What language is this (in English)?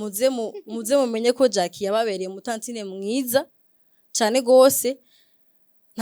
Rundi